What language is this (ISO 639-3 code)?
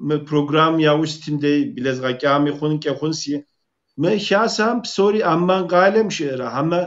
kbd